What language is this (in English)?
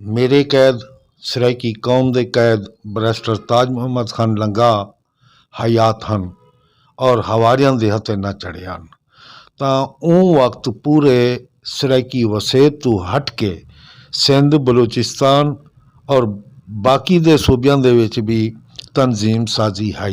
Saraiki